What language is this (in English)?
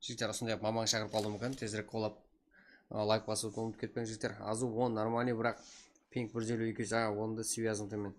Kara-Kalpak